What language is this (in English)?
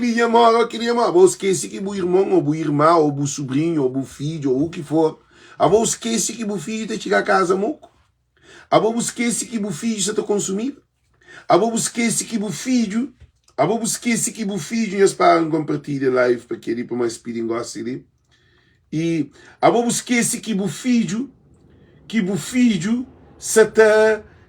Kabuverdianu